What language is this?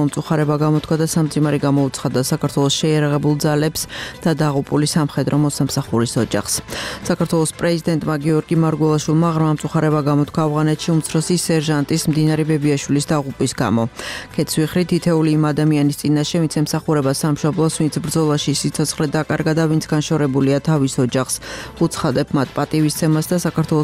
Georgian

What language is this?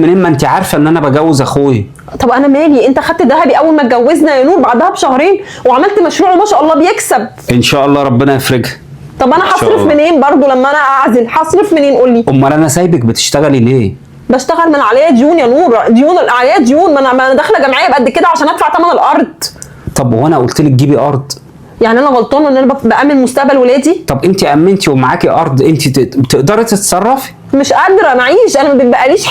Egyptian Arabic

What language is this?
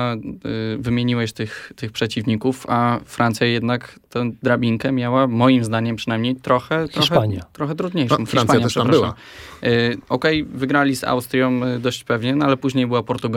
Polish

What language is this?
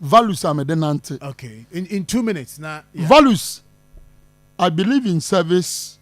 Akan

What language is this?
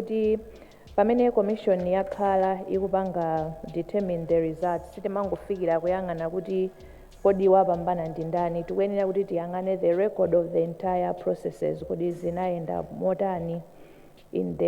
Nyanja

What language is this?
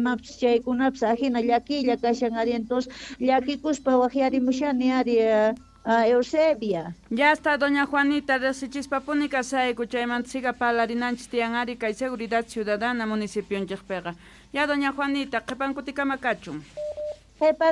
South Bolivian Quechua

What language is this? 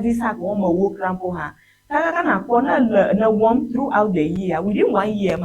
Ewe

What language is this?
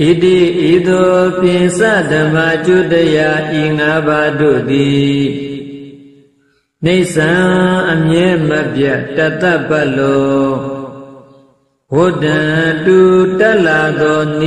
Burmese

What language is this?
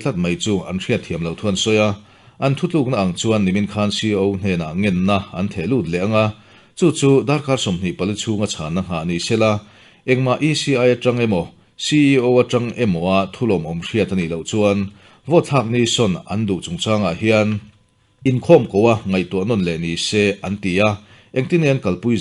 Mizo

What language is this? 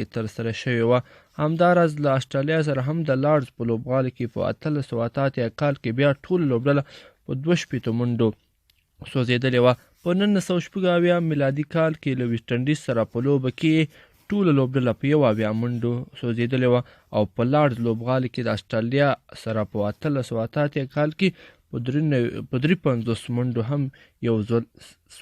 Pashto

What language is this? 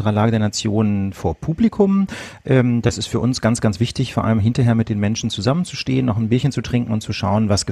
German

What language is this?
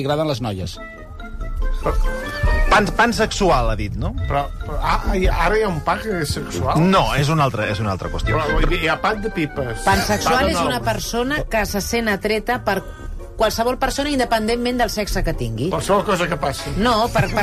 Catalan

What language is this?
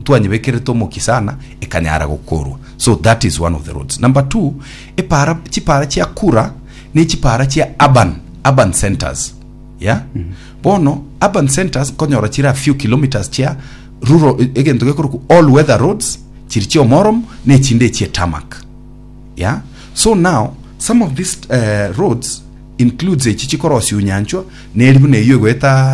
Gusii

